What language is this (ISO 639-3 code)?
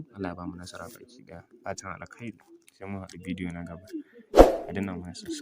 hau